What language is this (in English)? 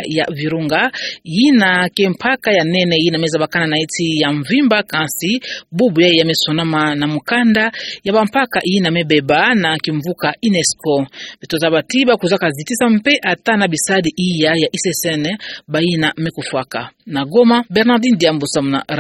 Kituba (Democratic Republic of Congo)